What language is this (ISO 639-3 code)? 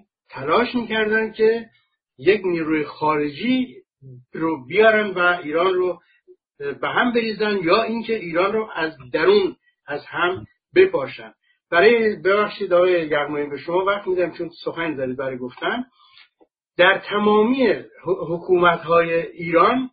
fas